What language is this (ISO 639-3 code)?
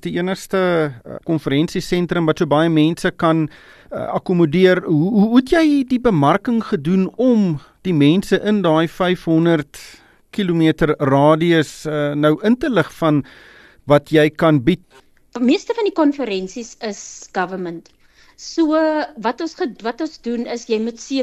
afr